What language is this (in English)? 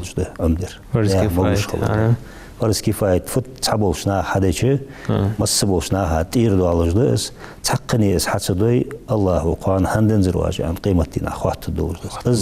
Ingush